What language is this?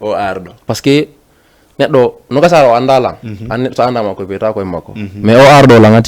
Fula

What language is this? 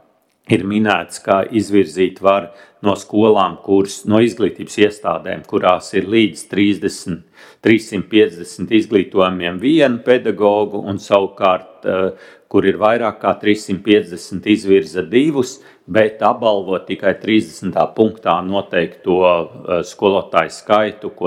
Latvian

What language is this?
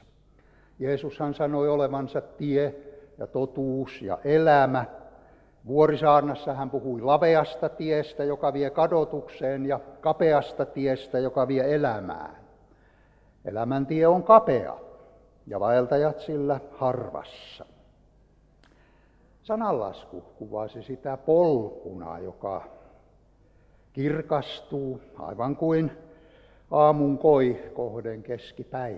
Finnish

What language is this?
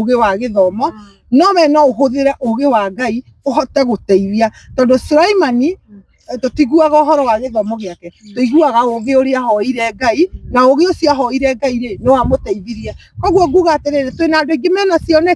Kikuyu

